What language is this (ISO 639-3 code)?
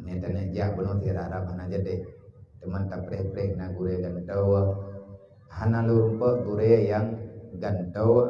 ace